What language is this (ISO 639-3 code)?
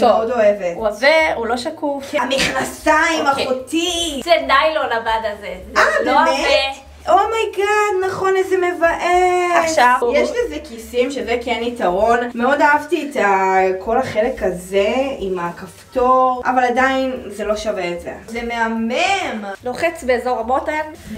heb